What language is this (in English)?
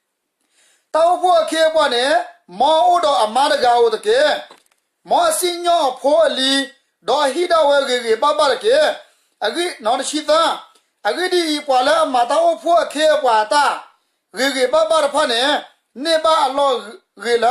S'gaw Karen